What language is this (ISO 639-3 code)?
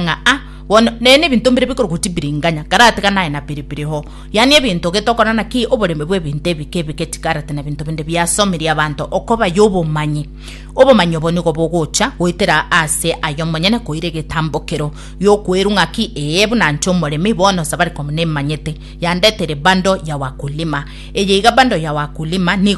guz